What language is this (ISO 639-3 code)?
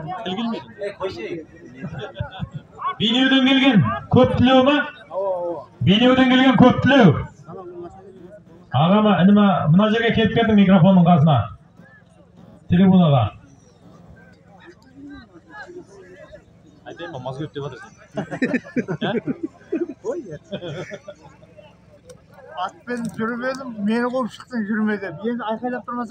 kaz